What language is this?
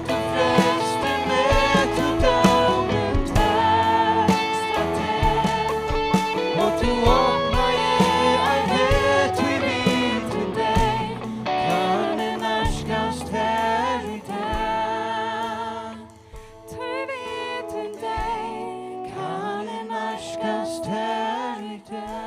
Faroese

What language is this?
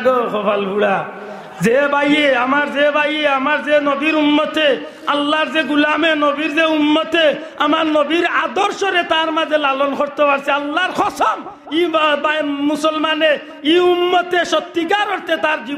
Sylheti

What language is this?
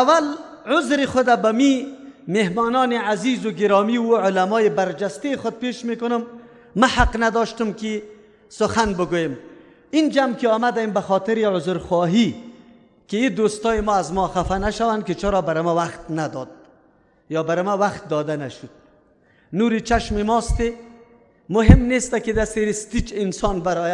Persian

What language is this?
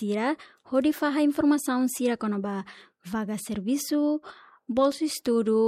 Tetum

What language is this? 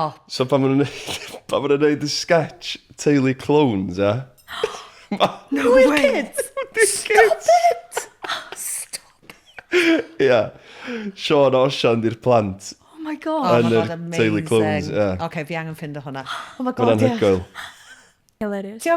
Welsh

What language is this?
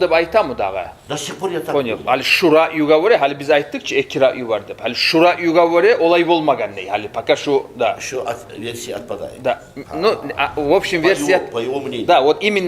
Kumyk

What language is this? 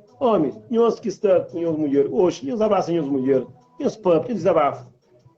Kabuverdianu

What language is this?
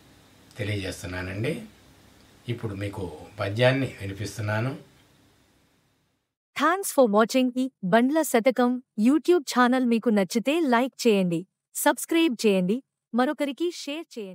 Telugu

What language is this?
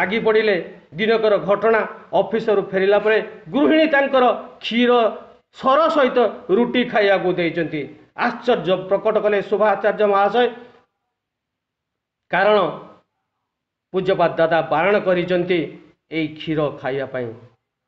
Odia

